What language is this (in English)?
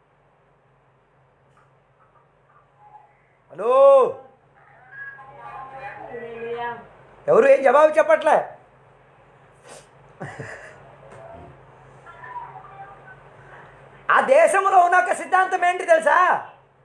Telugu